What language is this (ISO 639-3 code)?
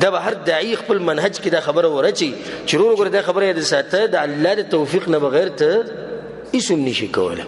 pus